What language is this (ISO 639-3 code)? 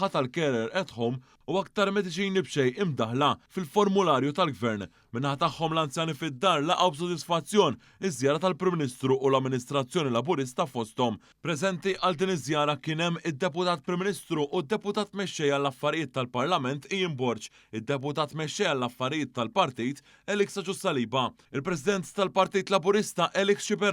mlt